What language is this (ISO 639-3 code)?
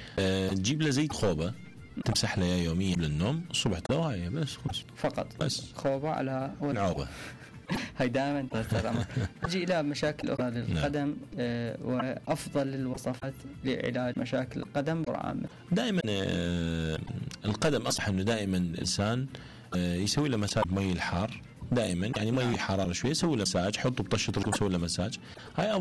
acm